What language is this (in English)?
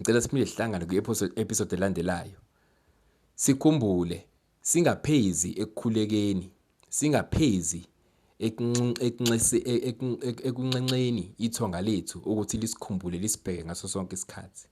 Zulu